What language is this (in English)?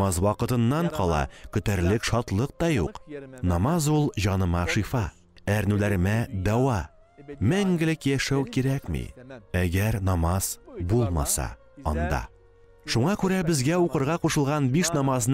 Tatar